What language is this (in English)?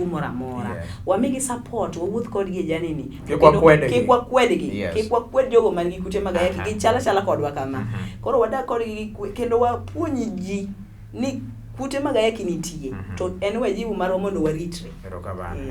Luo (Kenya and Tanzania)